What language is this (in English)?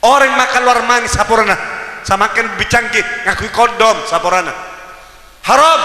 Madurese